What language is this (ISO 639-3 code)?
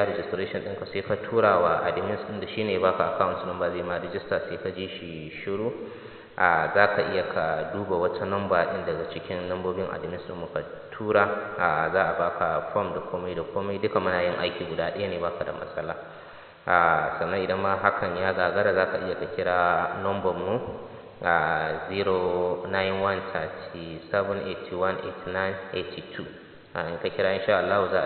hau